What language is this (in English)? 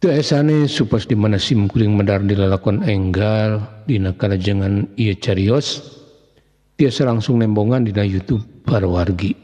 Sundanese